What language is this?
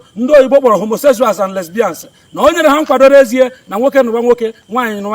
Igbo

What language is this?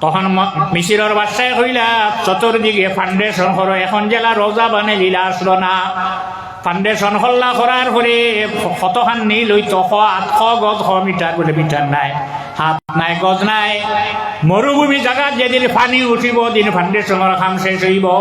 Sylheti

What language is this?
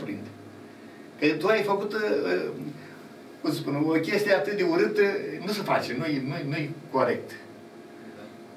Romanian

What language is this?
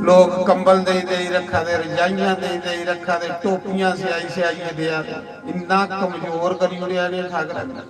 Dogri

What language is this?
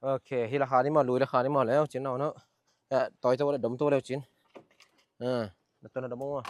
Tedim Chin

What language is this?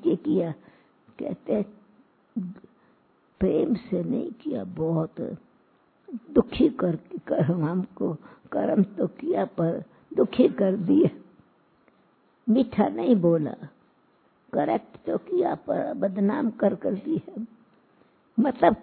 Hindi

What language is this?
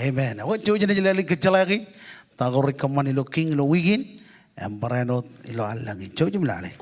Marshallese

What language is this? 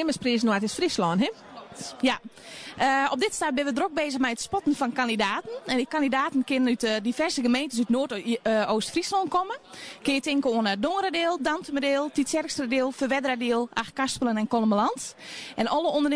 Western Frisian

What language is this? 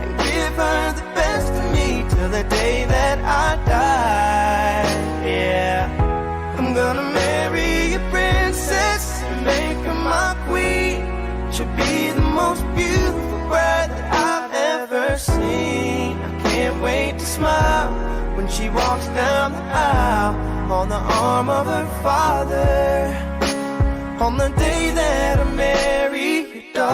Batak Simalungun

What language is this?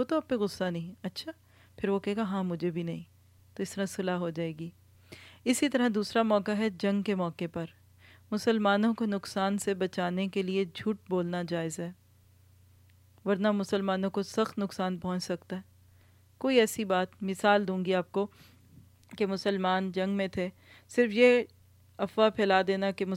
Urdu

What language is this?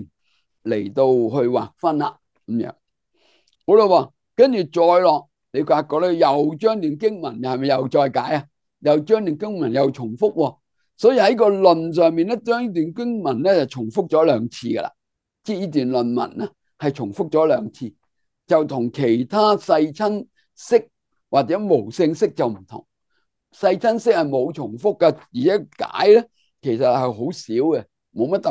Cantonese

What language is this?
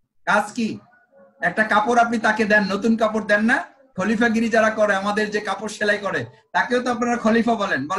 Bangla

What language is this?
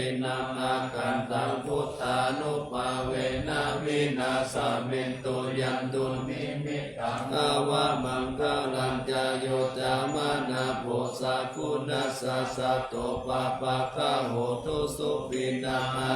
Pali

